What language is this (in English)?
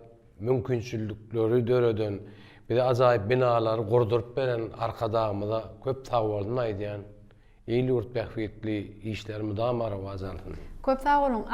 Turkmen